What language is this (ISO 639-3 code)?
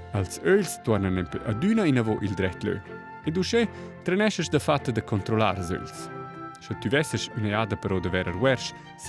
roh